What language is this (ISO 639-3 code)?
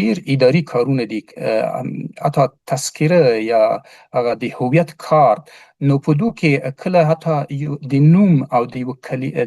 pus